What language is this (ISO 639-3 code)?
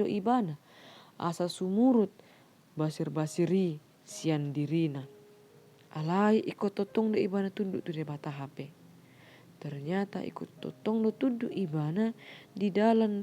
bbc